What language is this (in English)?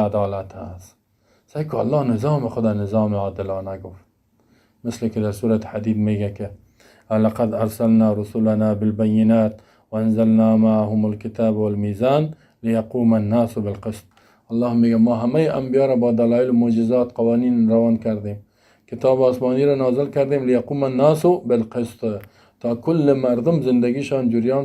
Persian